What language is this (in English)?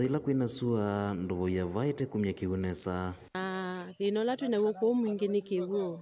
Kamba